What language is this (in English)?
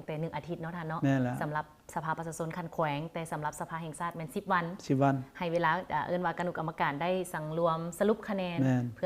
Lao